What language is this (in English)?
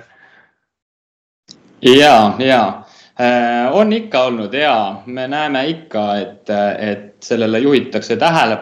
Estonian